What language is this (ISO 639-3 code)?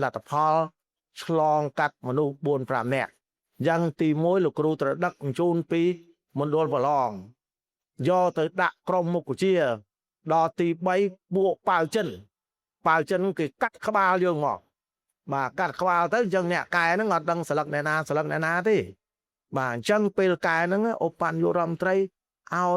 khm